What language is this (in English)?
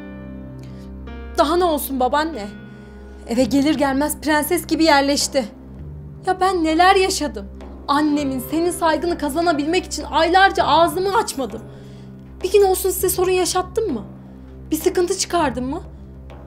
Turkish